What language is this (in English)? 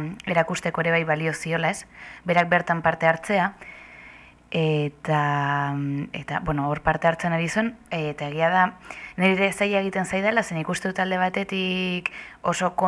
Basque